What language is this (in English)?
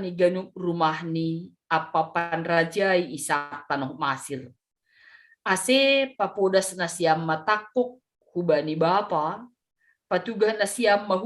Batak Simalungun